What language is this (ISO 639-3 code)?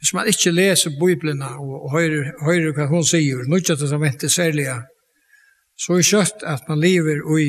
fao